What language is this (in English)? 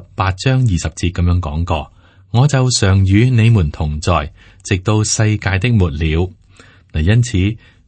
Cantonese